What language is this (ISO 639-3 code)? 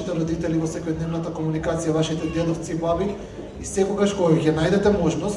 mkd